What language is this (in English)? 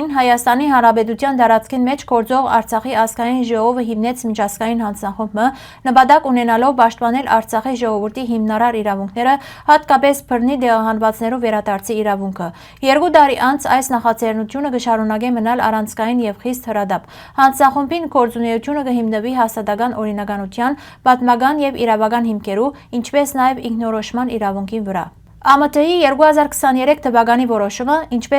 Western Armenian